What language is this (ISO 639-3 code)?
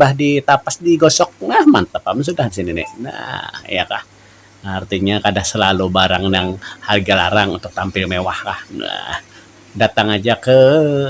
bjn